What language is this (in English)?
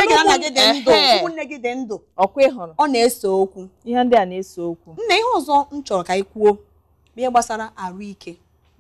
Igbo